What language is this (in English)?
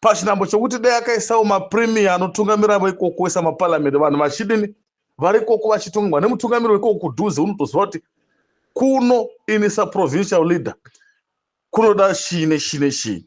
Shona